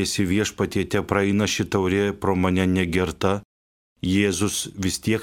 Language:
Lithuanian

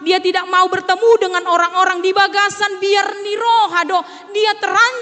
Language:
Batak Toba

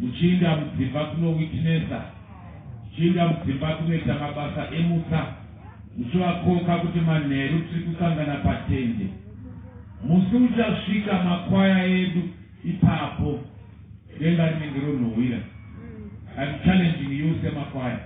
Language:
Shona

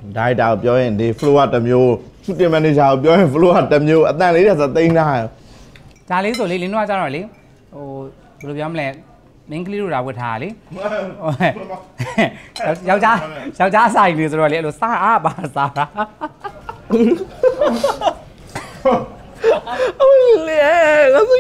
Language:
Burmese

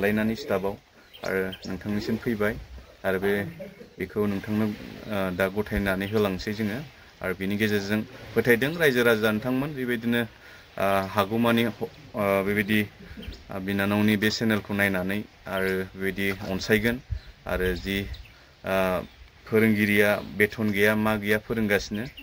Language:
Bodo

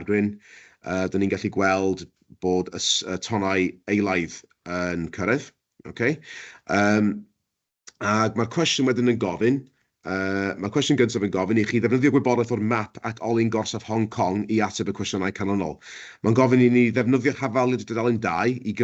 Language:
Welsh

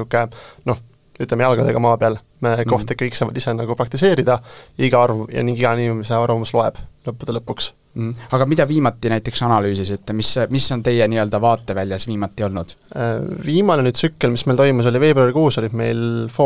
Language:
Estonian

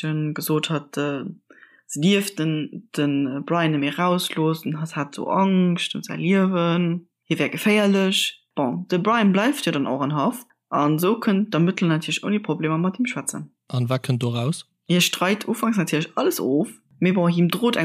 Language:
Luxembourgish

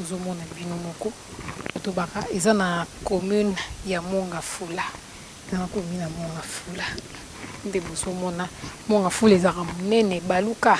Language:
Lingala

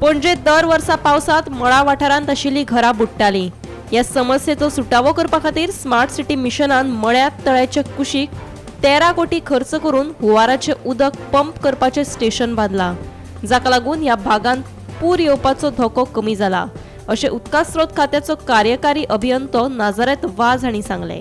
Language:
Konkani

